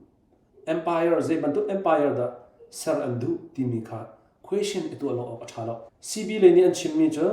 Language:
Hakha Chin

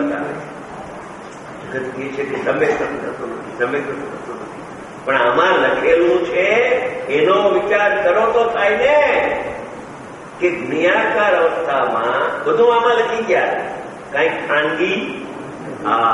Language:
Gujarati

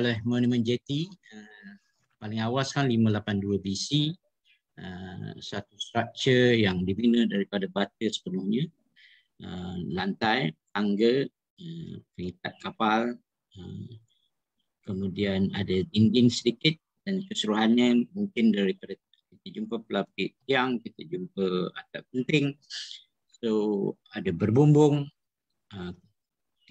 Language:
Malay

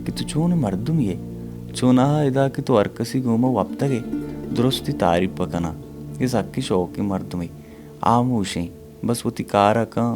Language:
Baluchi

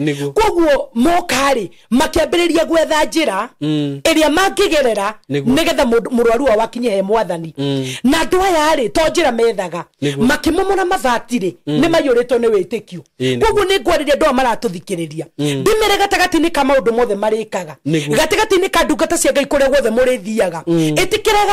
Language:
Kikuyu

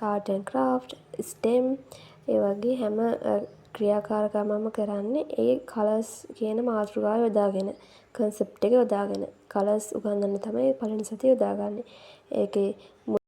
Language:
Sinhala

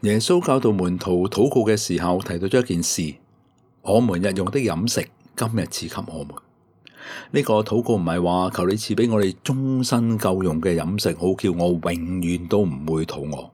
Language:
Cantonese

